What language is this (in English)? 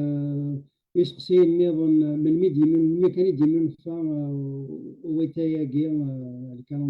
Kabyle